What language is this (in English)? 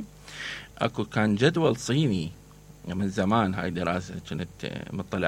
Mesopotamian Arabic